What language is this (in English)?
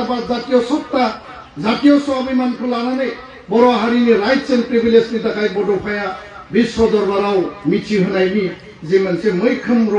Bodo